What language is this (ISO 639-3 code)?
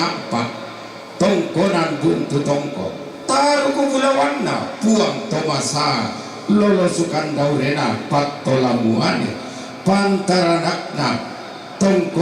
sda